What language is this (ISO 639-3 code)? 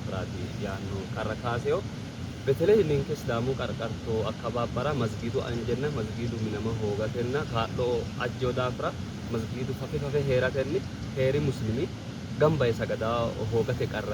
sid